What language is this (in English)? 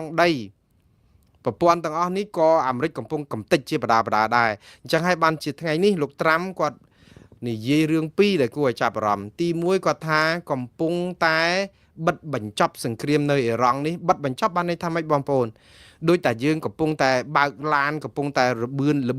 Khmer